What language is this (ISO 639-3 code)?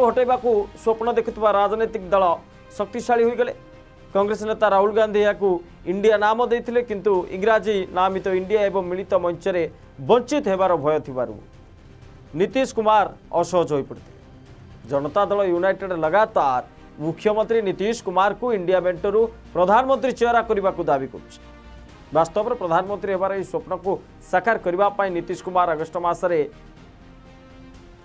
ori